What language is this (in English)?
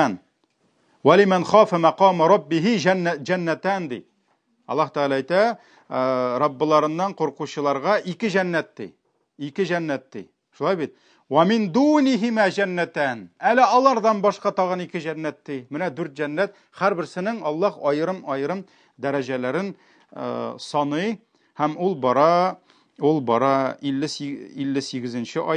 Tatar